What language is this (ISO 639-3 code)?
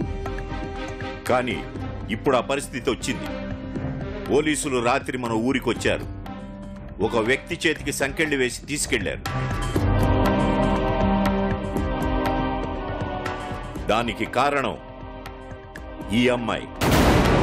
tel